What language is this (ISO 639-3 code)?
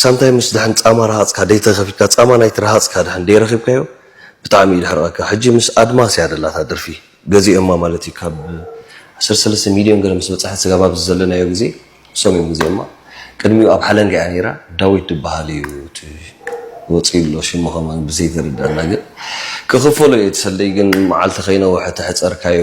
tir